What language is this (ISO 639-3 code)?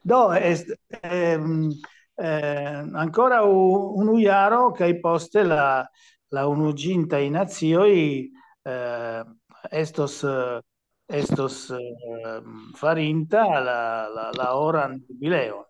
epo